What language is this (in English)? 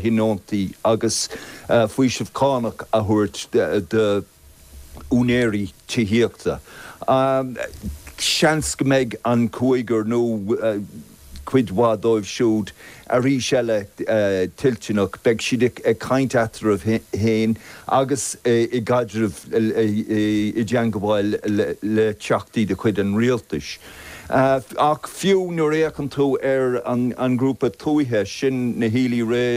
Irish